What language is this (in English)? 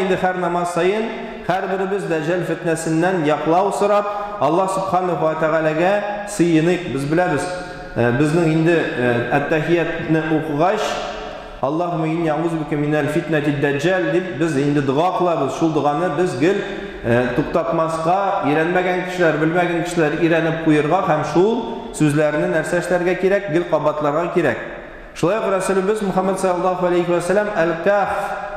Tatar